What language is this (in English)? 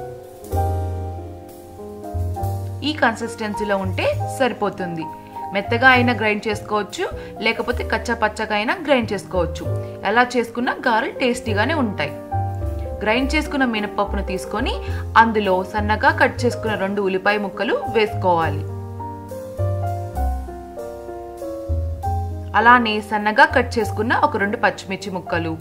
Telugu